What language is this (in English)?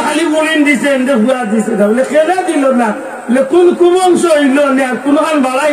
Sylheti